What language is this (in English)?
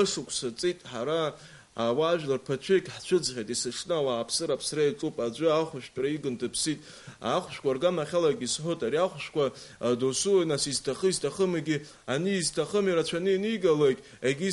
Abkhazian